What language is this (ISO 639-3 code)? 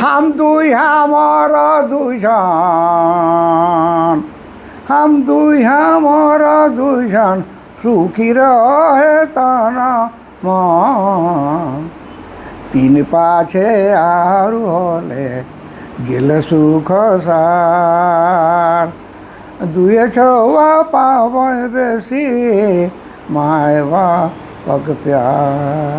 sck